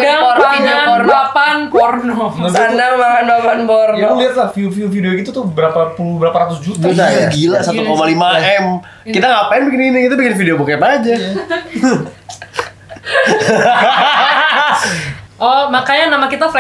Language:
Indonesian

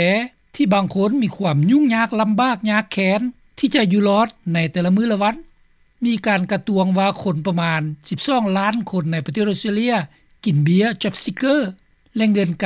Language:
Lao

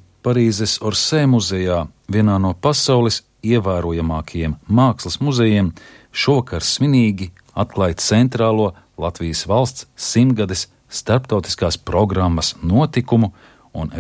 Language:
Latvian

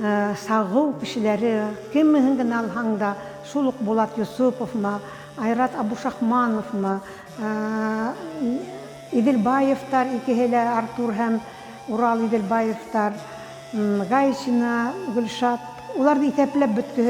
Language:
Bashkir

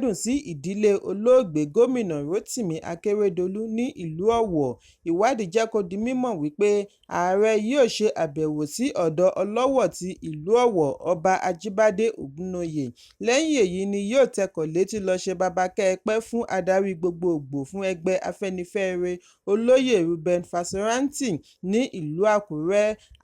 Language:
Yoruba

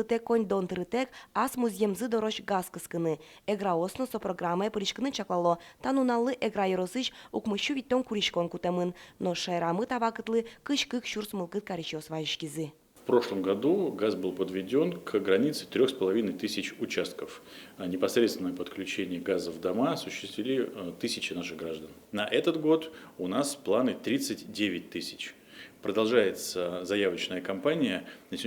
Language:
Udmurt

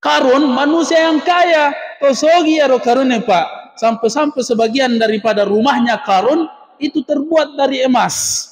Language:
Buginese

